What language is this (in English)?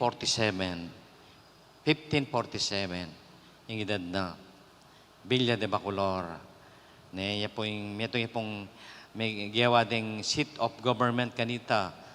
Pampanga